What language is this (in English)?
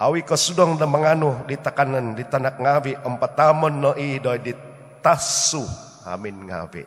Central Dusun